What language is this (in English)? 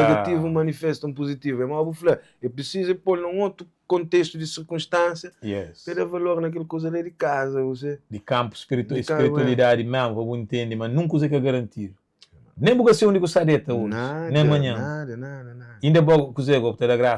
Kabuverdianu